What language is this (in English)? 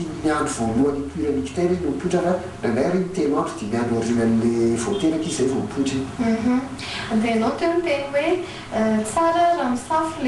Malagasy